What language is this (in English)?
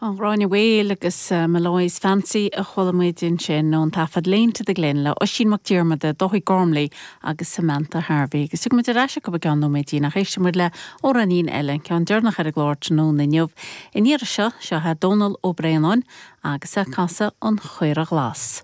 Irish